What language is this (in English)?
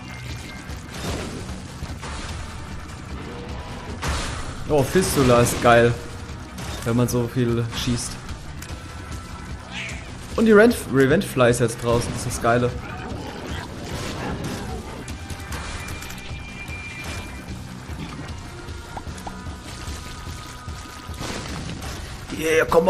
German